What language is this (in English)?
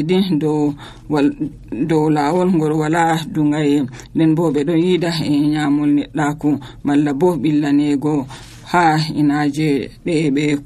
Nigerian Fulfulde